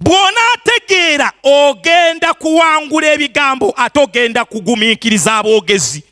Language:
Ganda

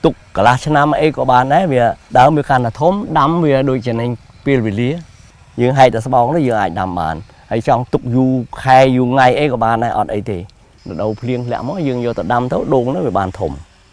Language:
Khmer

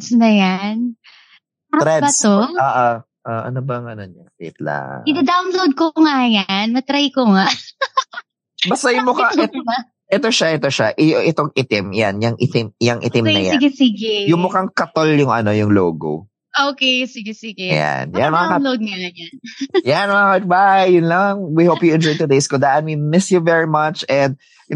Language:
Filipino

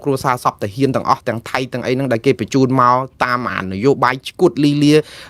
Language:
Khmer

